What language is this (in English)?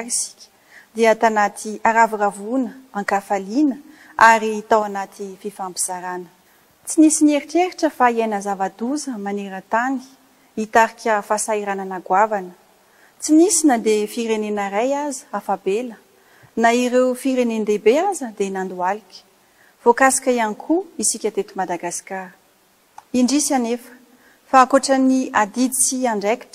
Malagasy